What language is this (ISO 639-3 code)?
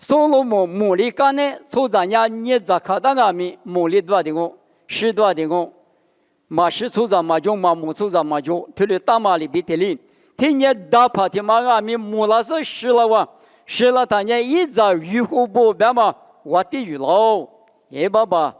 lis